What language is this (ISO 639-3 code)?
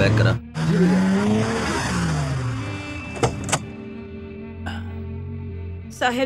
bho